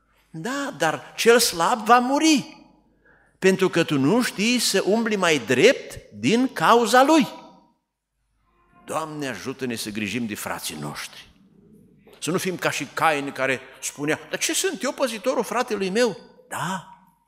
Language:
Romanian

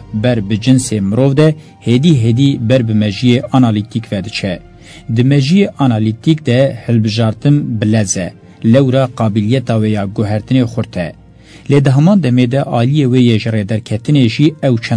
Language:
Kurdish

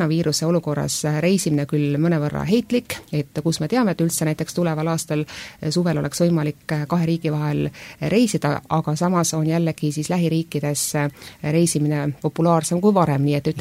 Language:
Estonian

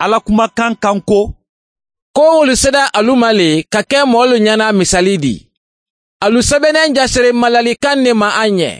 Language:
Mandingo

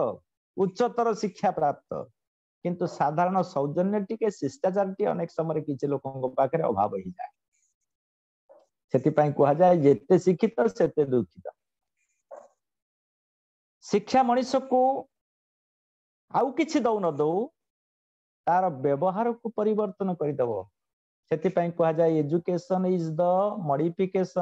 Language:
Odia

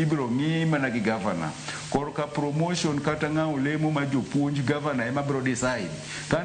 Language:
Luo (Kenya and Tanzania)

